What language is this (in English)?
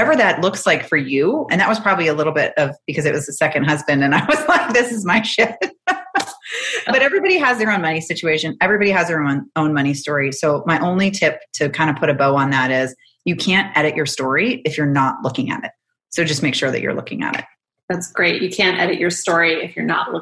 English